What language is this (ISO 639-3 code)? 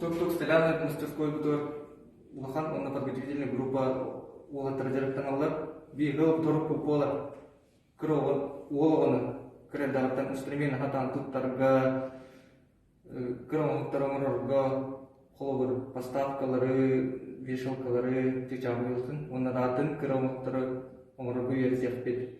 sah